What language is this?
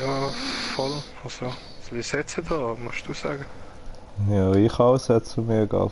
Swiss German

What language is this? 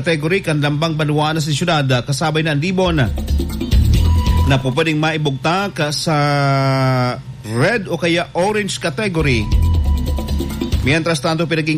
Bikol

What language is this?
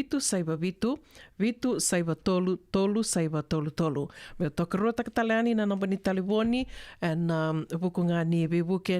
Fijian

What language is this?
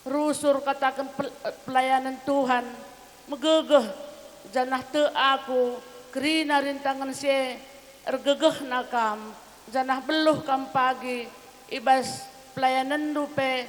Batak Karo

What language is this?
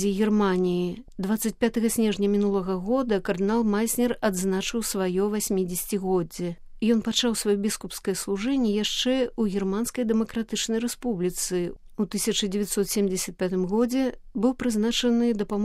Belarusian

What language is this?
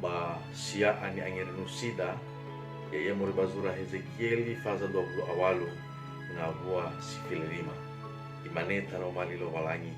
Nias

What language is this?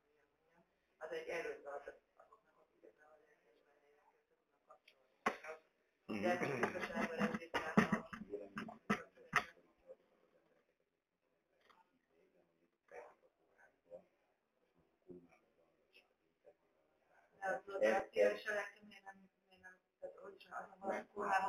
Hungarian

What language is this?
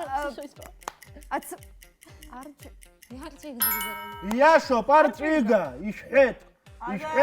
Abkhazian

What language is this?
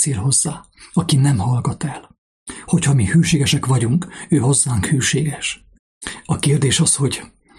Hungarian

